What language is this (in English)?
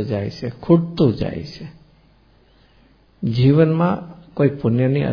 Gujarati